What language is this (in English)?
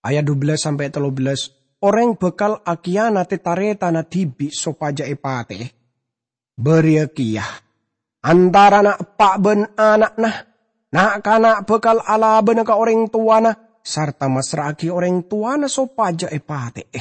Madurese